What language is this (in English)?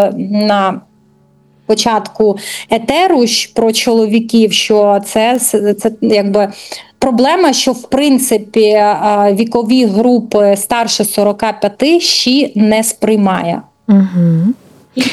Ukrainian